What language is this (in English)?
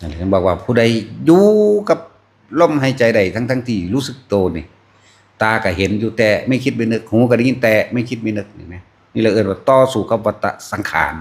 Northeastern Thai